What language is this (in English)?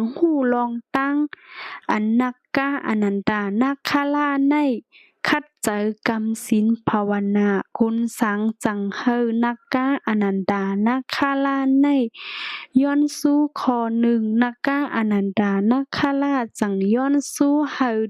Shan